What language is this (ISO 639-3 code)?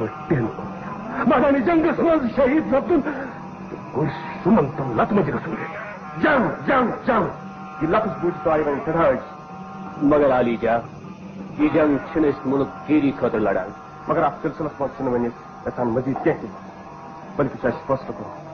kas